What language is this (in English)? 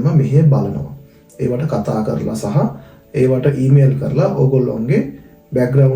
Sinhala